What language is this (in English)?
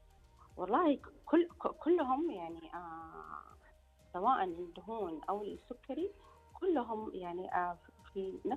Arabic